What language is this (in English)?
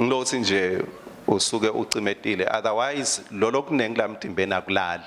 Swati